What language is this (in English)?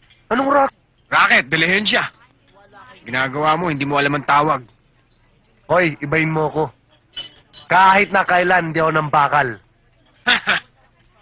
Filipino